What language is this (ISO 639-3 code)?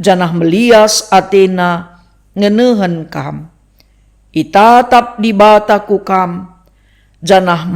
btx